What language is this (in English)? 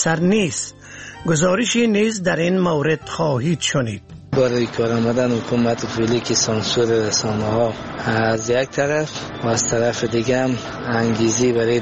Persian